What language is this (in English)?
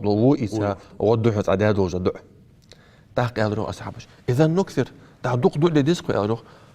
Ingush